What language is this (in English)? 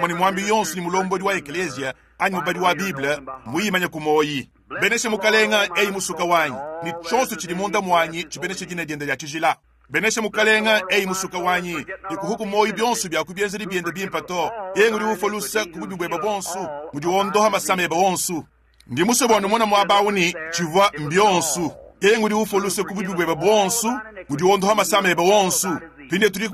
Luba-Lulua